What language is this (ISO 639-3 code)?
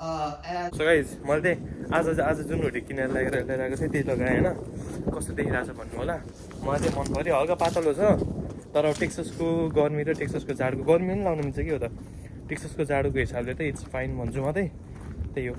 nep